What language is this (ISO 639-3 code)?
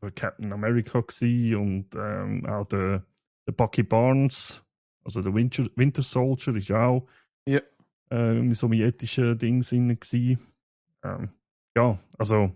gsw